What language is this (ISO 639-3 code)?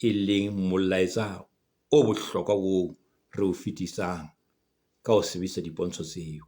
sot